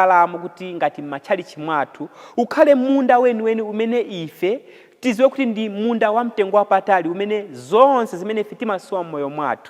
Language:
Nyanja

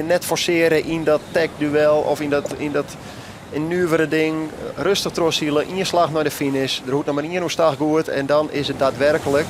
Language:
Western Frisian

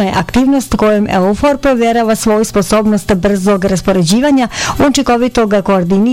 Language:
Bosnian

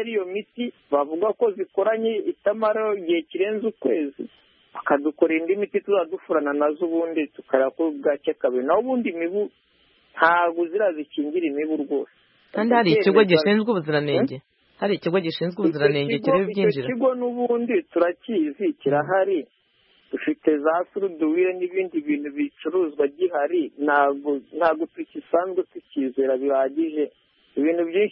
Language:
Kinyarwanda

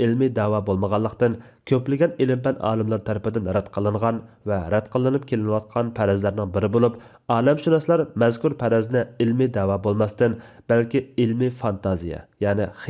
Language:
Uyghur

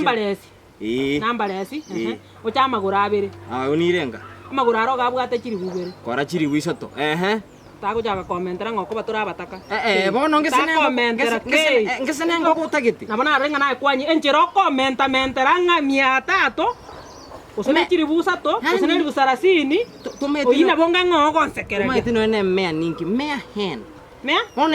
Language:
Gusii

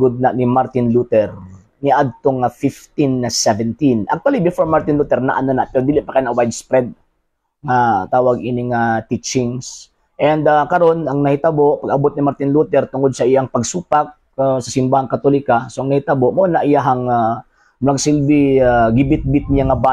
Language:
Cebuano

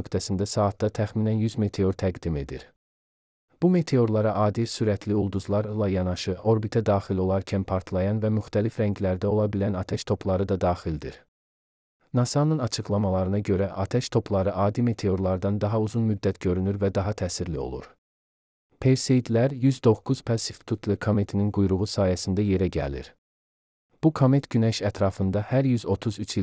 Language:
Azerbaijani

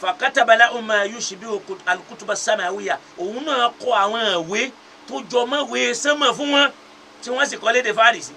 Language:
Yoruba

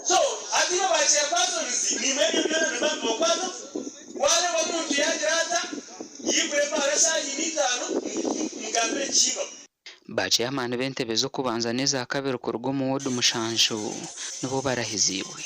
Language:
Nyankole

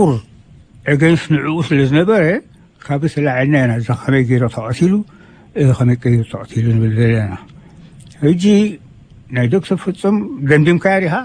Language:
Tigrinya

